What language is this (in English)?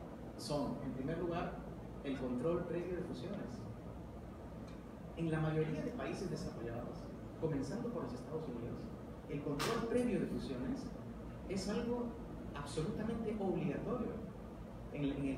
Spanish